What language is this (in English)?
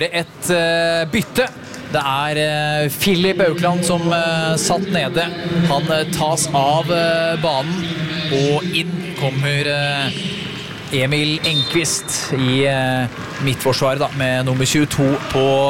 Norwegian